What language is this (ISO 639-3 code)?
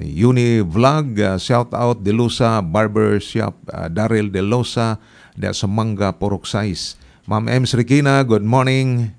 ceb